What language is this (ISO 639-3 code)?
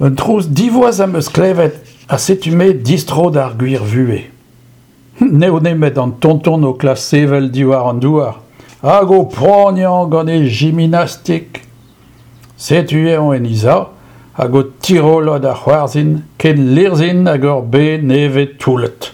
bre